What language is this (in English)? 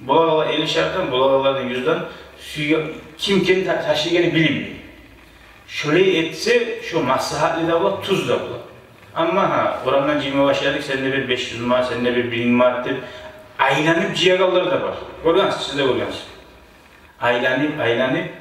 Kumyk